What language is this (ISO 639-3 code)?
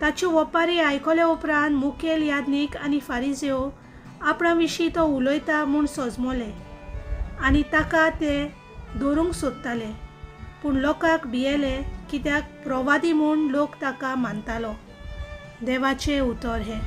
kok